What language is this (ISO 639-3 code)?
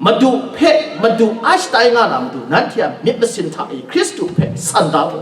kac